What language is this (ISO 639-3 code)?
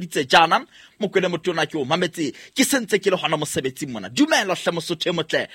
sot